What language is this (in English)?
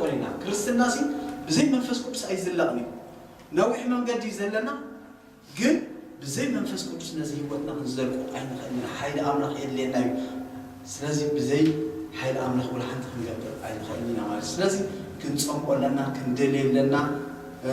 Tigrinya